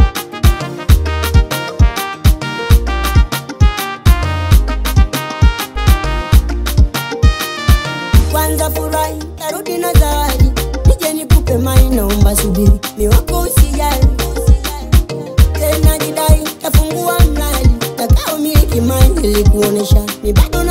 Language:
Swahili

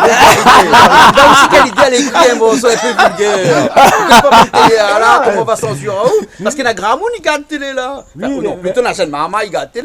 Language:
Réunion Creole French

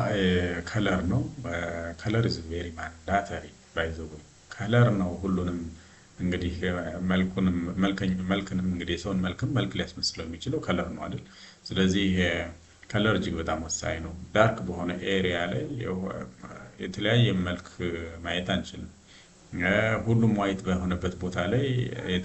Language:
Amharic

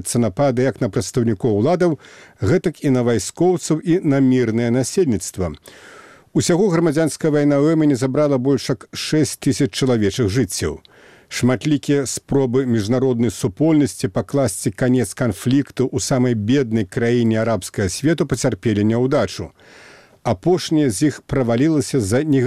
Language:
Belarusian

